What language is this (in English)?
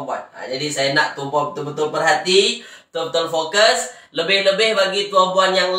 Malay